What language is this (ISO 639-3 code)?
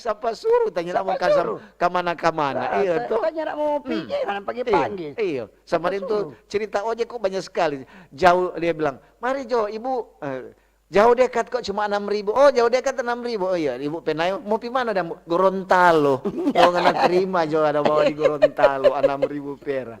xmm